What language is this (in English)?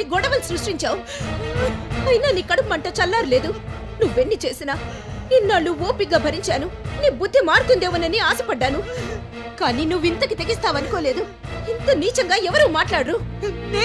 Telugu